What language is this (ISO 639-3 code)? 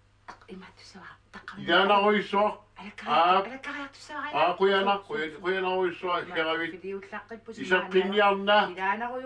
kal